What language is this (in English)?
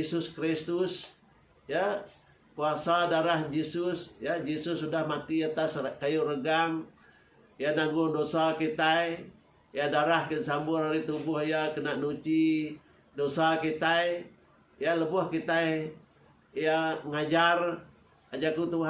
Iban